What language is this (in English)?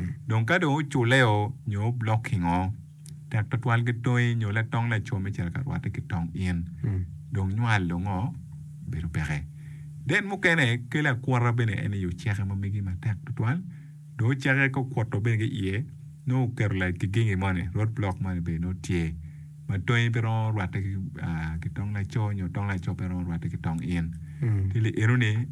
Acoli